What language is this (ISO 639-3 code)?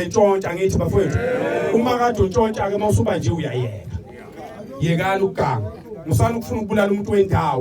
zul